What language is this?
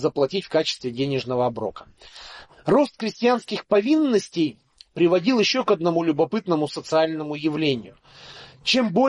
Russian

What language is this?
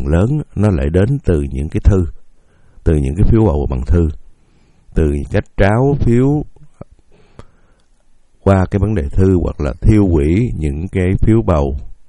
Vietnamese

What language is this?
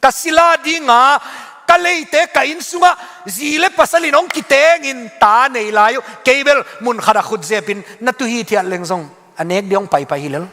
Tedim Chin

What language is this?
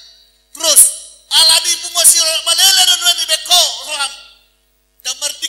Batak Toba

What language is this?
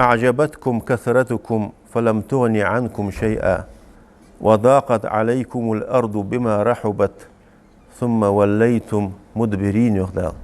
Ingush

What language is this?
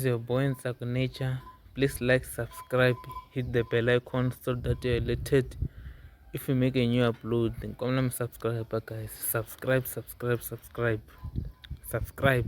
Tsonga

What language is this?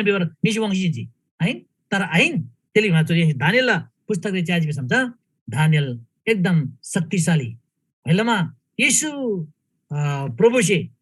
Eastern Tamang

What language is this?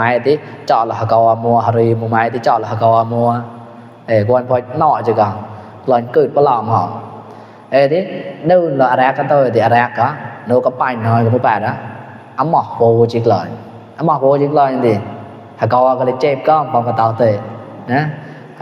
Mon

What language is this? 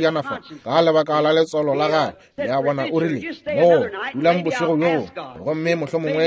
Northern Sotho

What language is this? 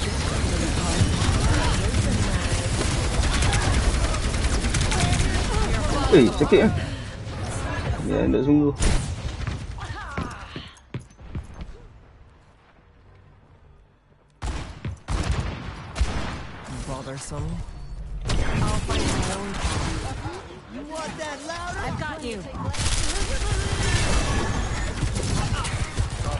Malay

